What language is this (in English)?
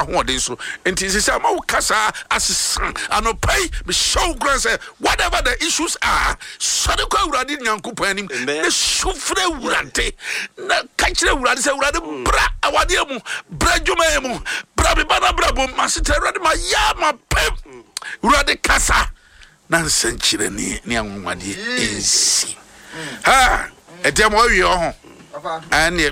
Akan